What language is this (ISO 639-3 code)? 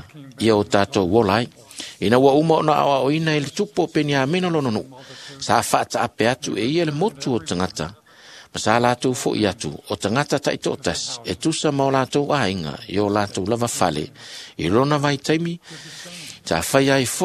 smo